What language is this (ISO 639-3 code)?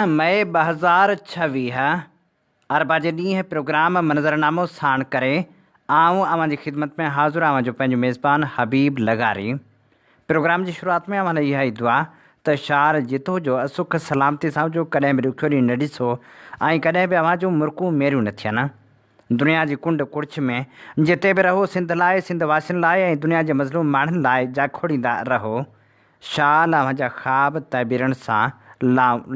snd